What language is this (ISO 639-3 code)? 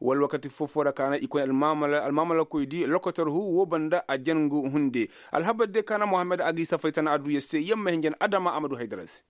ses